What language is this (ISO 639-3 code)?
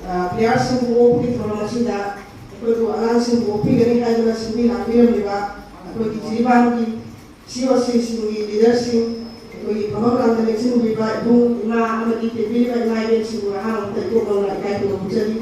mni